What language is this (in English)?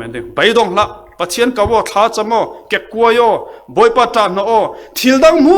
Falam Chin